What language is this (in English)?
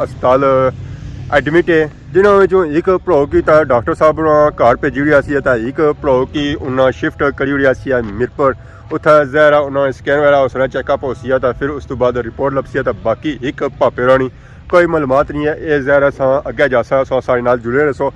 Pahari-Potwari